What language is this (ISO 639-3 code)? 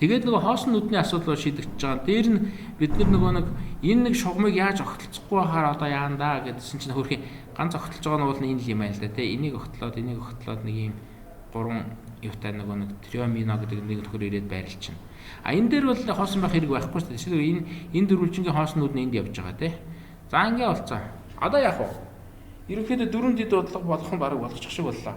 mon